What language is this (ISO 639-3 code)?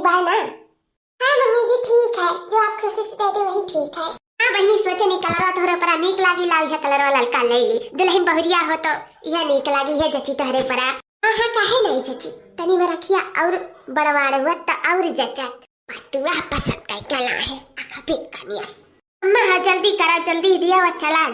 awa